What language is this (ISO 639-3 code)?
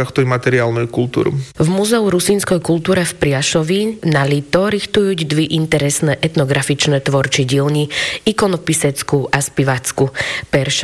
slk